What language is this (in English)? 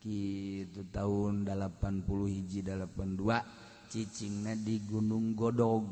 Sundanese